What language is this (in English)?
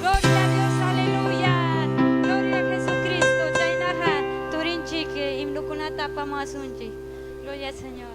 Ayacucho Quechua